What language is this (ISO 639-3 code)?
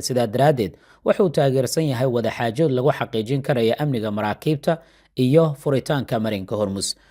som